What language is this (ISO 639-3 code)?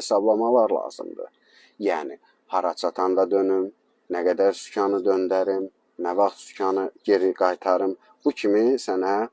aze